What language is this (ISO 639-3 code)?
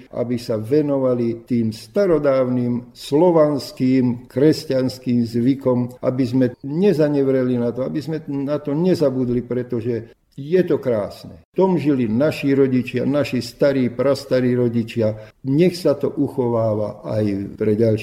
slk